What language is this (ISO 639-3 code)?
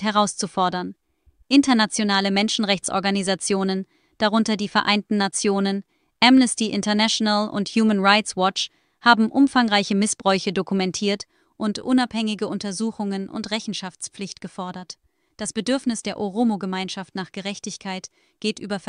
deu